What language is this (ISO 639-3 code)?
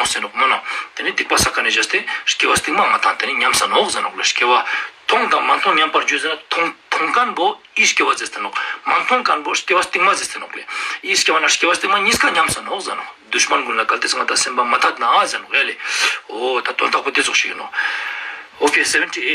lbj